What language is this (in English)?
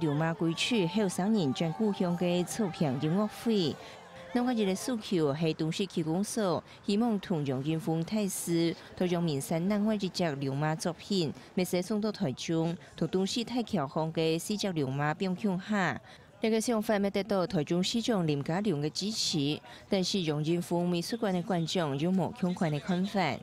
Hakka Chinese